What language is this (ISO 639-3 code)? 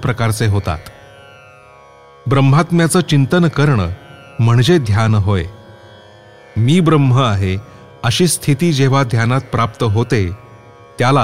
mar